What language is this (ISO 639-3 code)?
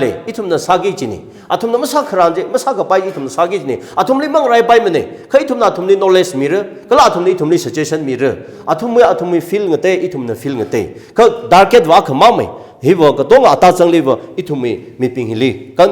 nmf